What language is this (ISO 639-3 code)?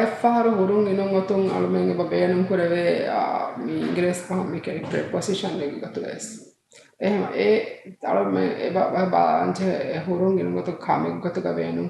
div